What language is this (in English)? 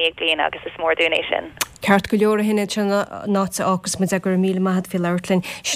Irish